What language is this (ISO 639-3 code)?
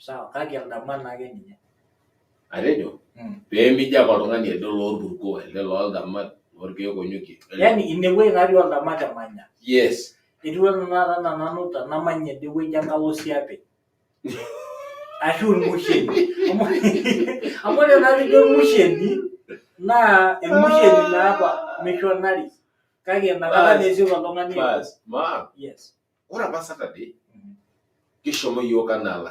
mas